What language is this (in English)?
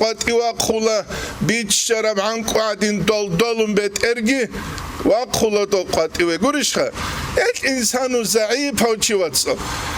Avaric